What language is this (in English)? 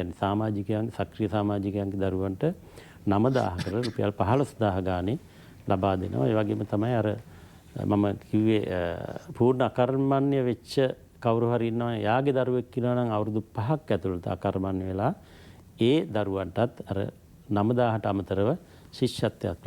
Sinhala